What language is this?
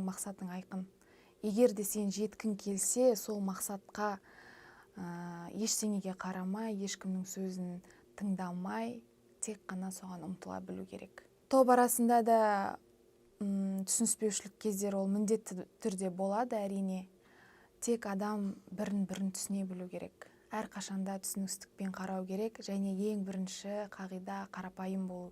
Kazakh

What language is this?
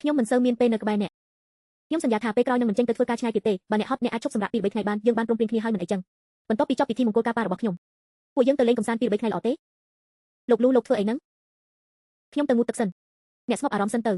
Khmer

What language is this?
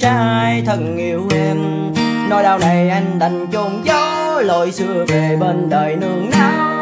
Vietnamese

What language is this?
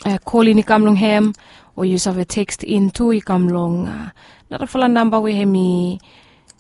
Bislama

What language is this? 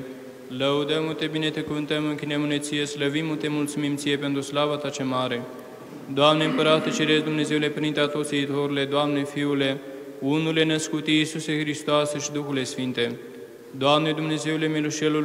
Romanian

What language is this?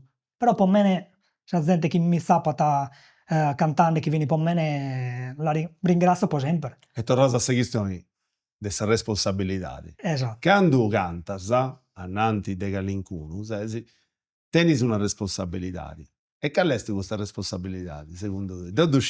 Sardinian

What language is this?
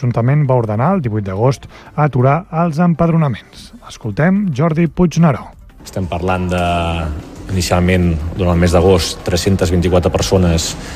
Catalan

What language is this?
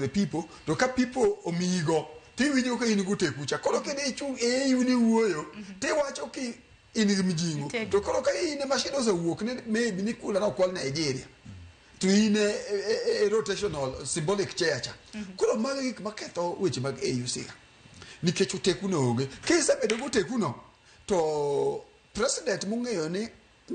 Luo (Kenya and Tanzania)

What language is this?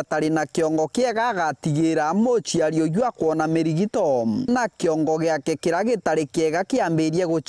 Meru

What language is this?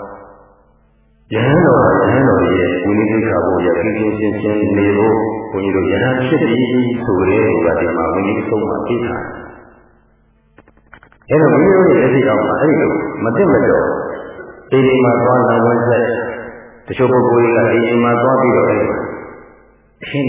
Burmese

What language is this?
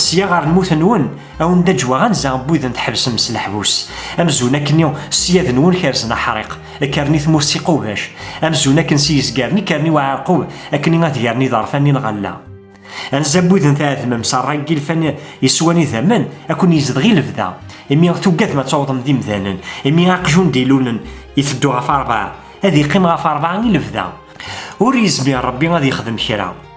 Kabyle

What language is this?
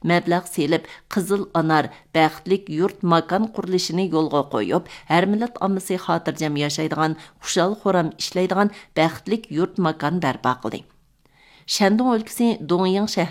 Uyghur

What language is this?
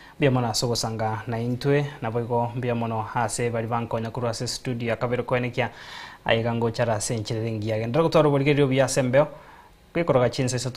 Gusii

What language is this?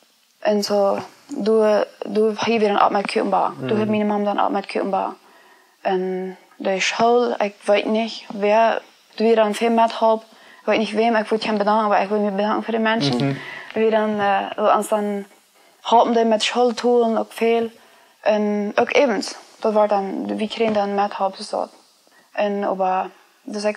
Plautdietsch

